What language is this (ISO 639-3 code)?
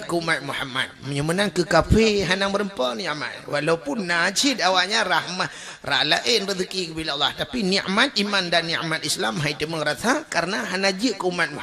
ace